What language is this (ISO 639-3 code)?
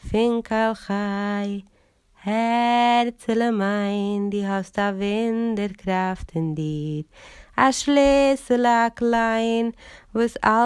yid